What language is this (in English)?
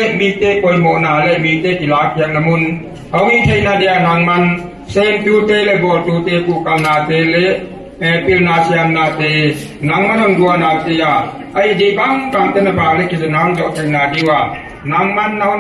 Paite Chin